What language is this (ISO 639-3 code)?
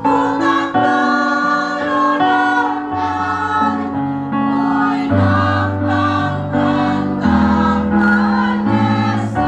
cmo